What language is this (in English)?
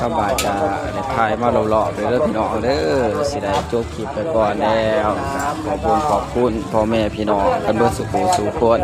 Northeastern Thai